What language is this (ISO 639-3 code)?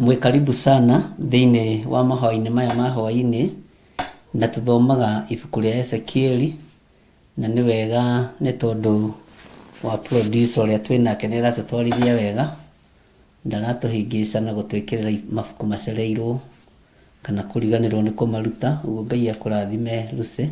kik